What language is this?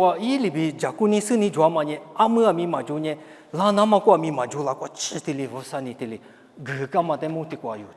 Lisu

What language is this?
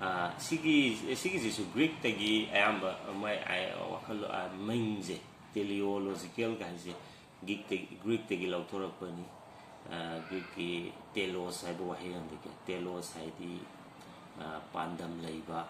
Manipuri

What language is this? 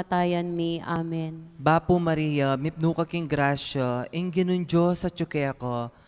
Pampanga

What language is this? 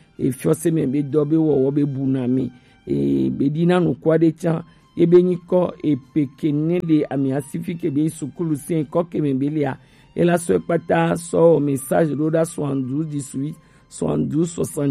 Gen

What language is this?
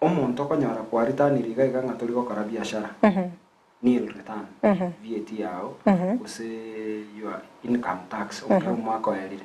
Gusii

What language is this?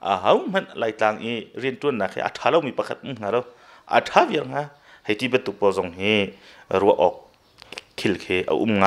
Hakha Chin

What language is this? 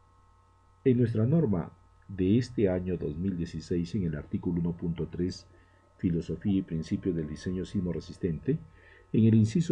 Spanish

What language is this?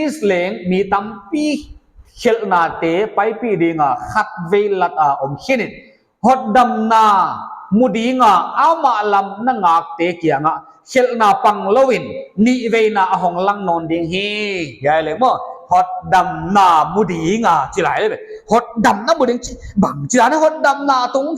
Paite Chin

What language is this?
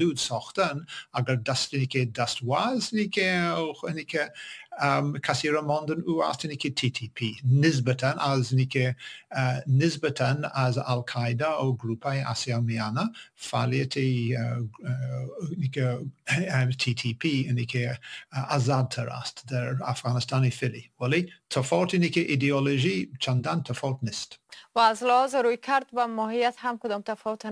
Persian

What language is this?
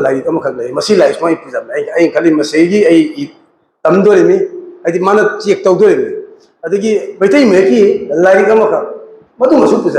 Manipuri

